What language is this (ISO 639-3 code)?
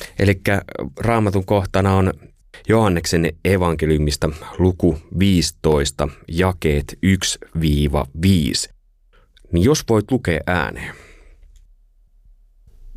fin